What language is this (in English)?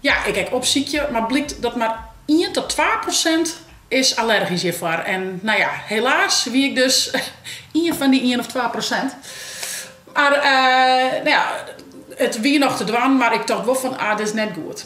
Western Frisian